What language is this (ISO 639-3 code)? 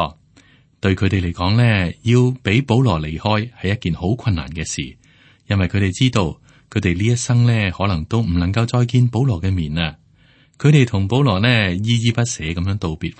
yue